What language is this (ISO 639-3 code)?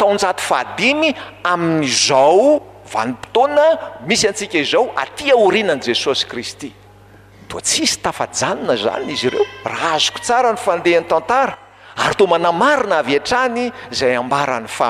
mlg